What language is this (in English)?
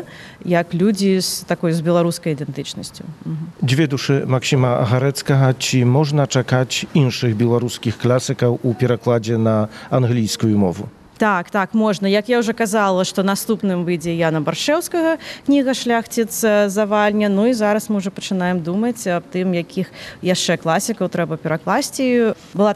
Belarusian